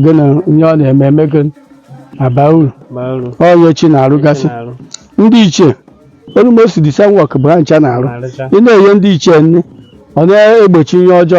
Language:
Igbo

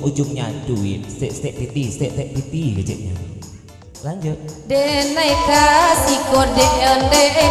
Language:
Minangkabau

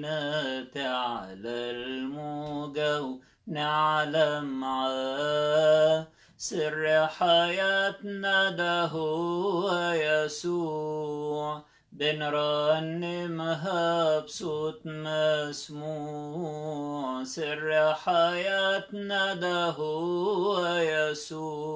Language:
Egyptian Arabic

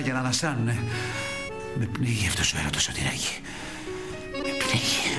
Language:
Greek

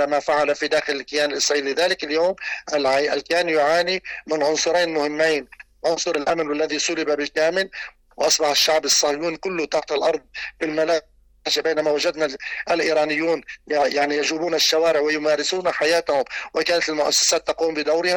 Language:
Arabic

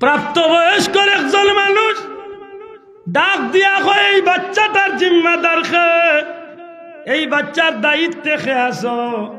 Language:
Sylheti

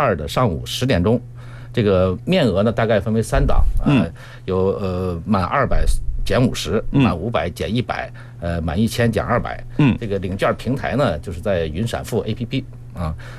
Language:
Chinese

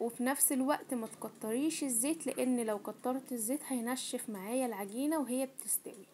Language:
Egyptian Arabic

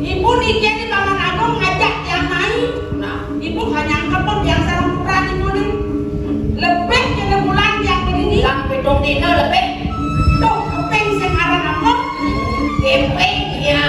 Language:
Balinese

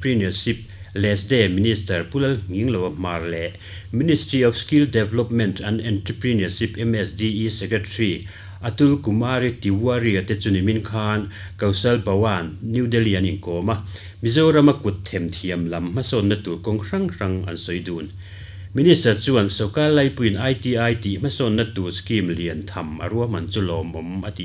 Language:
Mizo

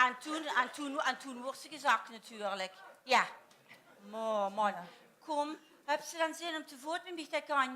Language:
Limburgish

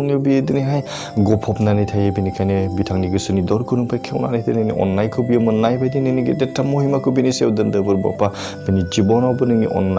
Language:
Bodo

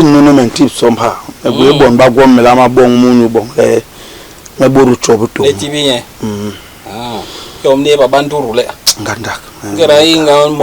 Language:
Basaa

